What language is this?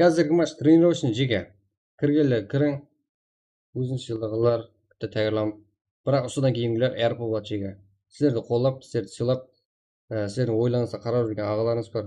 Kara-Kalpak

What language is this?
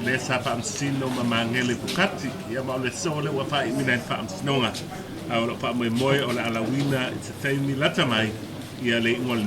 Samoan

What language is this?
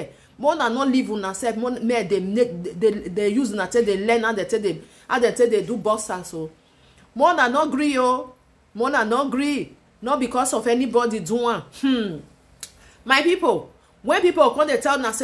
Nigerian Pidgin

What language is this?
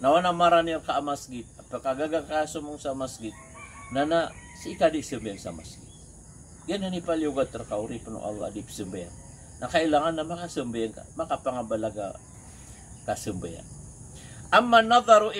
Maranao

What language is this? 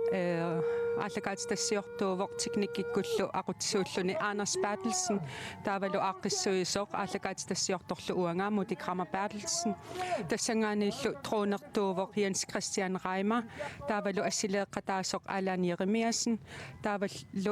Kalaallisut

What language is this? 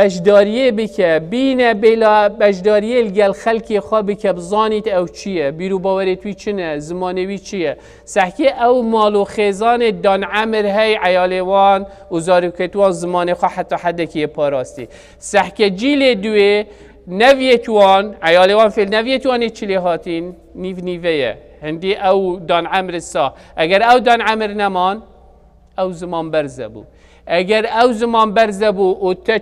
Kurdish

